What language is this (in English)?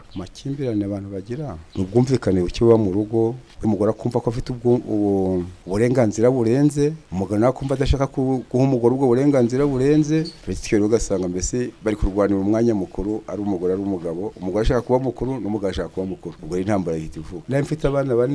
Kinyarwanda